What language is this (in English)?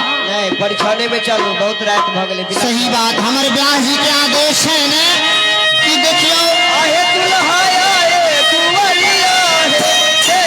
Maithili